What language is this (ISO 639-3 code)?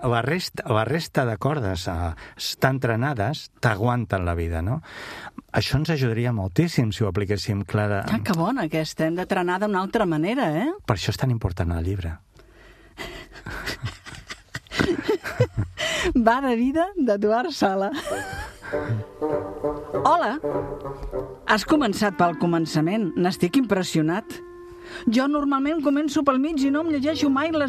cat